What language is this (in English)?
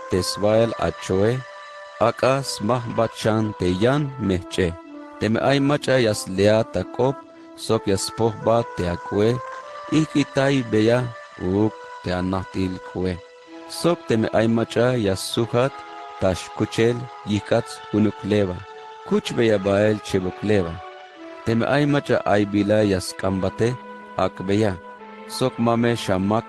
Tzeltal